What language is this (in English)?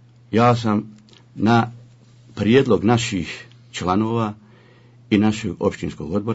Bosnian